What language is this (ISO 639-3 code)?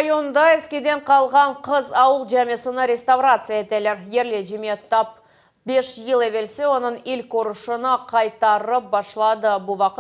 crh